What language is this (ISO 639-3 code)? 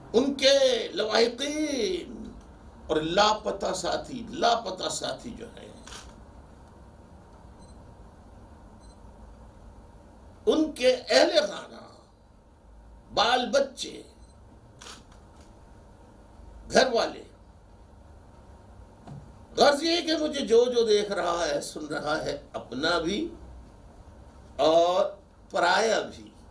urd